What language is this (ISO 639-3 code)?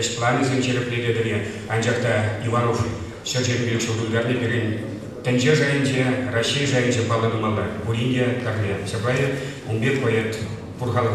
chv